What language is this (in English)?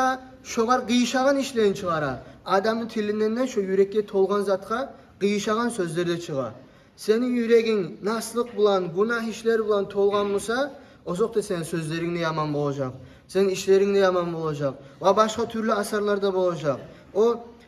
Kumyk